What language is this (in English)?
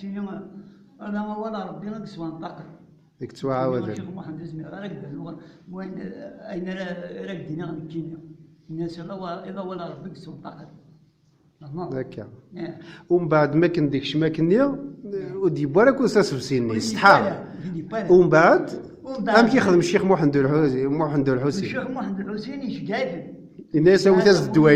Kabyle